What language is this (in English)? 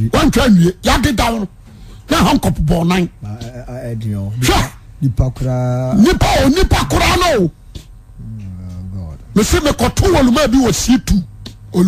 Akan